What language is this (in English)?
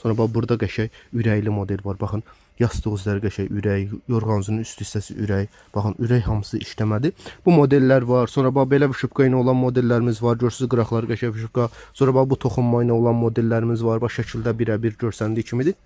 Azerbaijani